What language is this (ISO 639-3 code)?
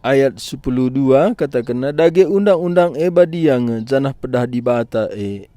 btx